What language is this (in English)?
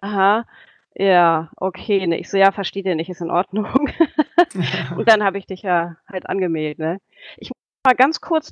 German